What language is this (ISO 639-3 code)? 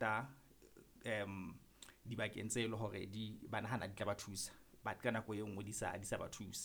sot